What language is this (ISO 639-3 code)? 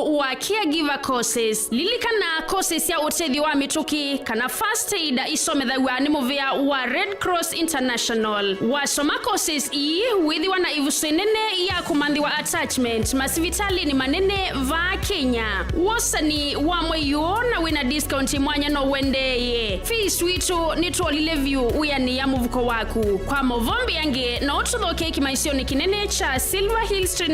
kam